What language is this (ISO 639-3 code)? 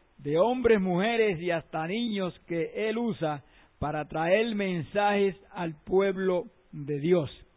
spa